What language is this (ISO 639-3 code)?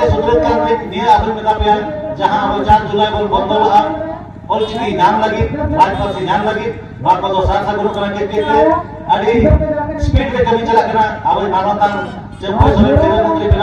sat